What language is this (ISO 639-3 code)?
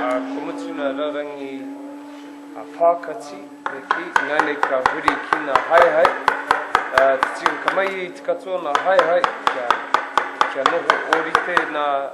mri